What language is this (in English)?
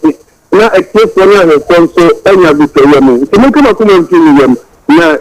Akan